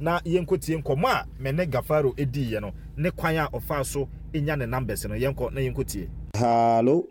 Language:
Akan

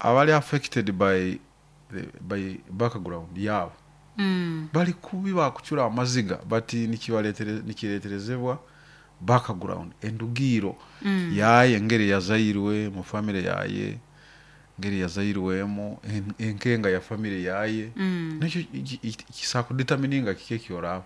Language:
Nyoro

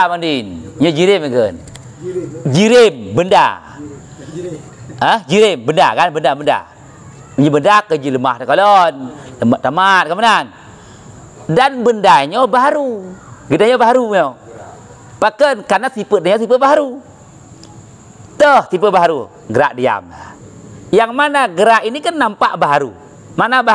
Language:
Malay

